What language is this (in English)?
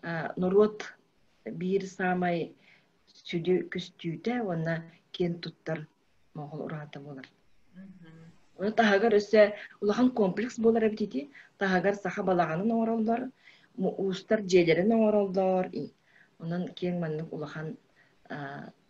Yakut